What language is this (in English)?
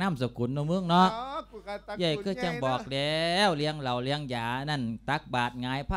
Lao